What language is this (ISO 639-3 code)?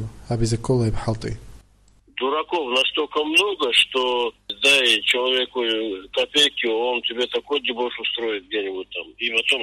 ava